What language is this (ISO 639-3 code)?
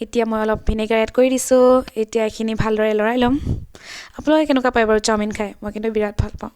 asm